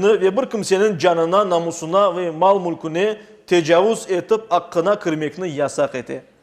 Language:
Crimean Tatar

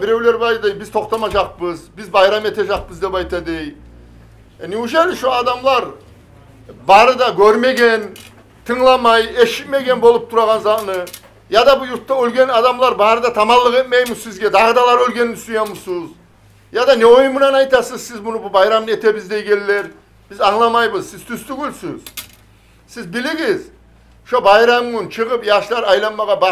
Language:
Kumyk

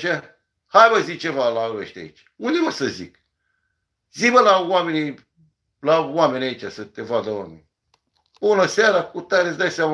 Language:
Romanian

